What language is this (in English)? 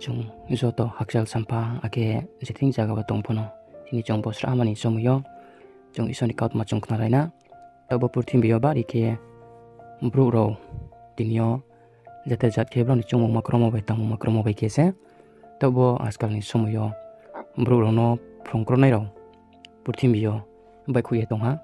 Riang (India)